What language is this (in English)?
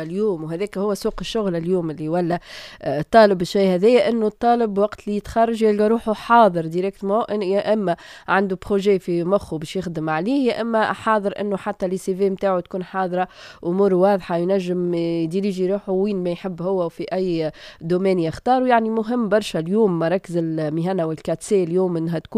Tunisian Arabic